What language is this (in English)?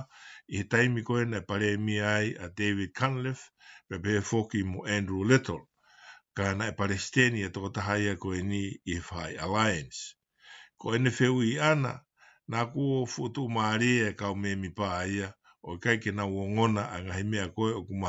Tongan